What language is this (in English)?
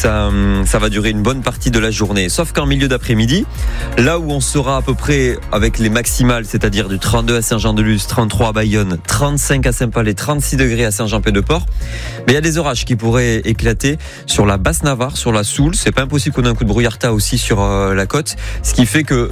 French